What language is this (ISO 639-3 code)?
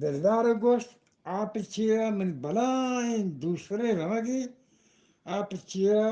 bgp